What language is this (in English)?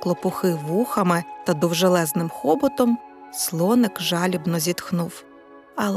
Ukrainian